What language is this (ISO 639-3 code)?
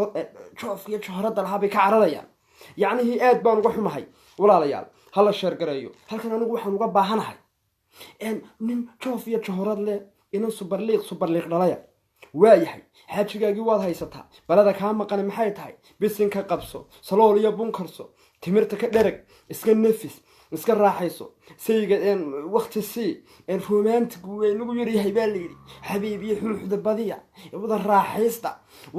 som